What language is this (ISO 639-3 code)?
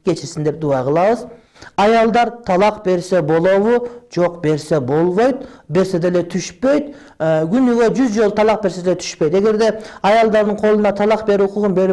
kir